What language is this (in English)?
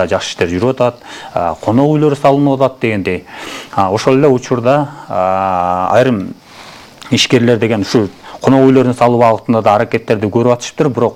Kyrgyz